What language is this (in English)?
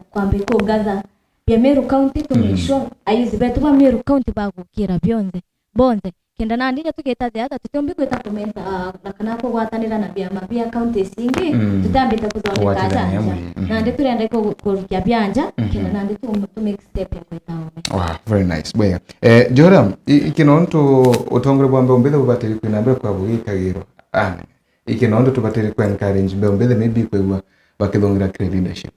Meru